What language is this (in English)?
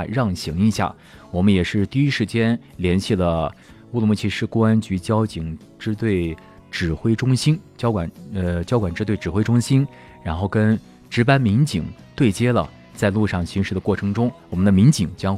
Chinese